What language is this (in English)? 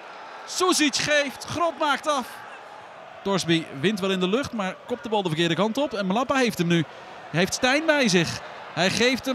Dutch